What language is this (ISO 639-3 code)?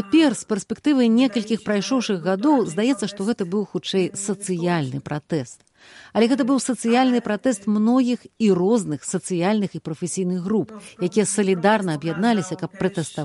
bel